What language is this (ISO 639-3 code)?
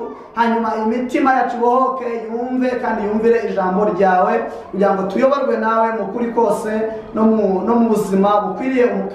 kin